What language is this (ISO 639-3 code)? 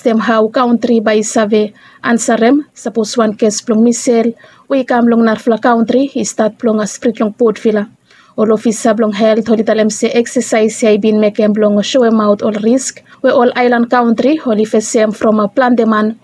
bis